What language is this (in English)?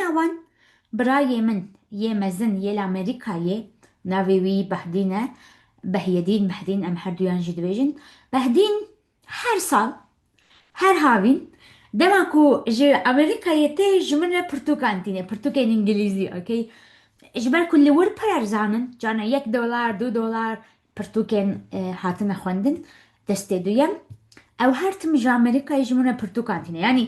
Kurdish